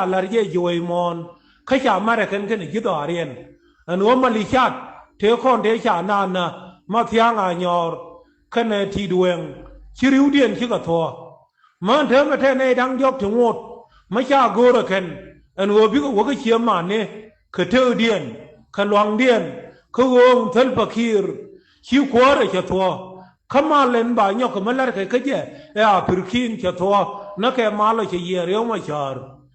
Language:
Nuer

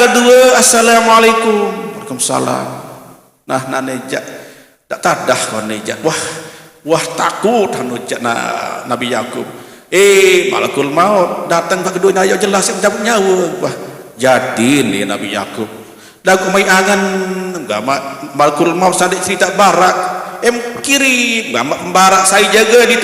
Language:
Sasak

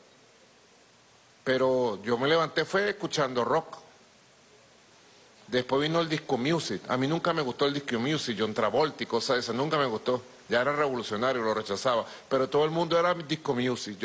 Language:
Spanish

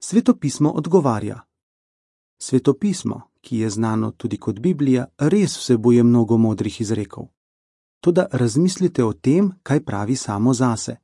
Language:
Slovenian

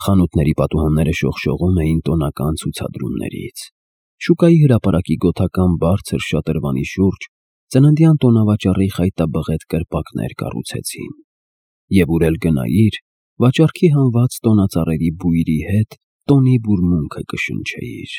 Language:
Armenian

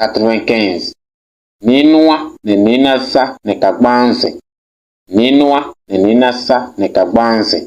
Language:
Kabiyè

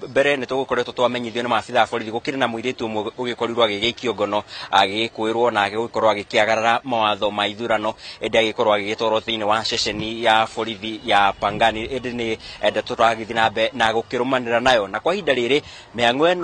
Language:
Kikuyu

